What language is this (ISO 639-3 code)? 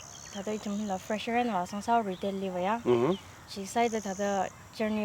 nmf